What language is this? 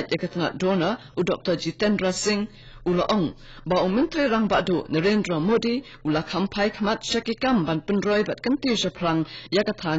Khasi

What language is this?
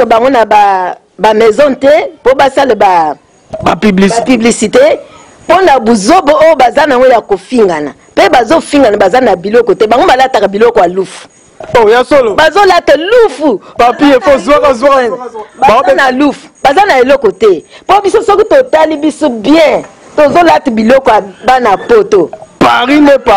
Lingala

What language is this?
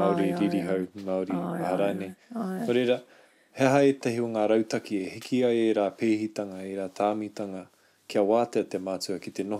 Māori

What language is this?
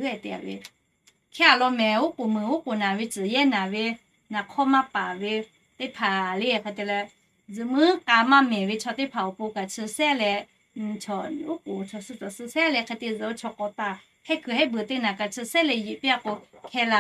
Lahu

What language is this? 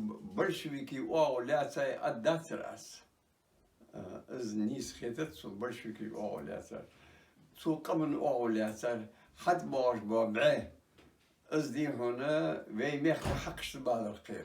Ingush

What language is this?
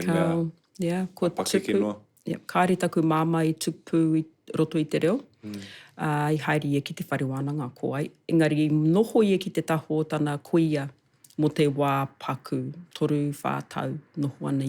Māori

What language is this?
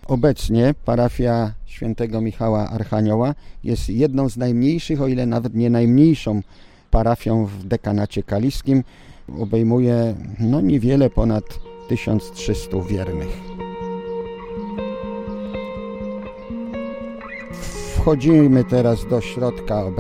Polish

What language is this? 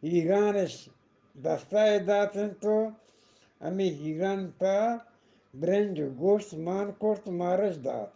Eastern Balochi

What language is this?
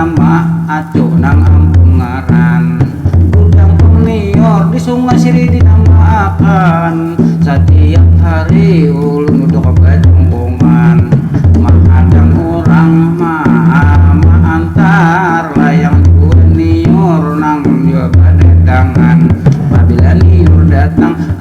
Banjar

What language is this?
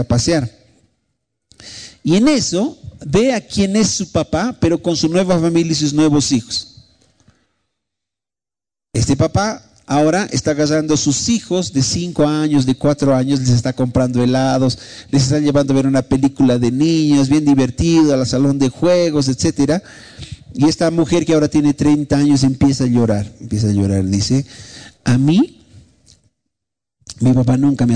Spanish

